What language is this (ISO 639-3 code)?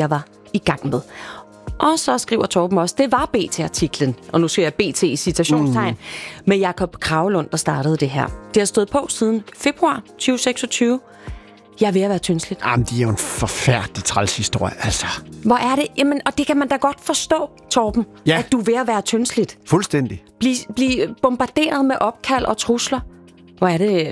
dan